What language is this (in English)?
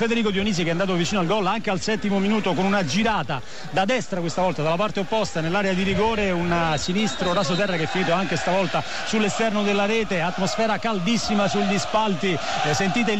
Italian